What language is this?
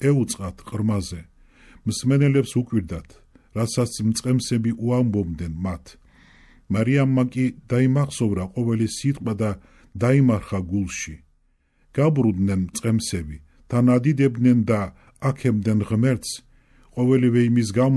Georgian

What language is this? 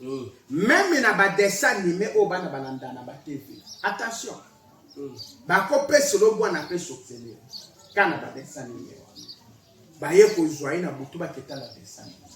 Lingala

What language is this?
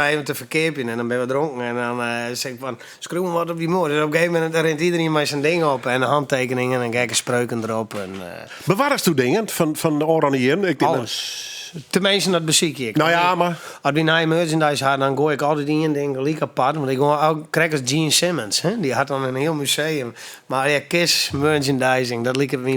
Western Frisian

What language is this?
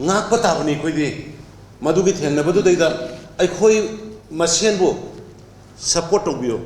Manipuri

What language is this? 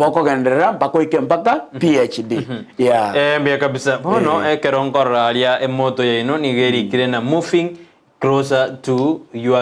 Gusii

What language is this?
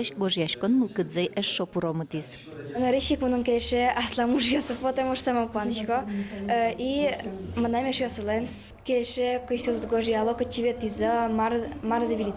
Udmurt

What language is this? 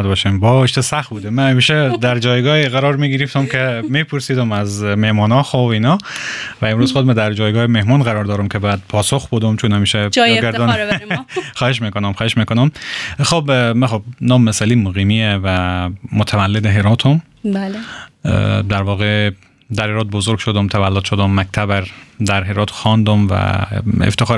Persian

